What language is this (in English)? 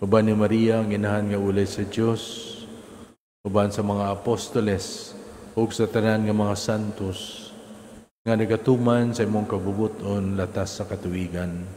Cebuano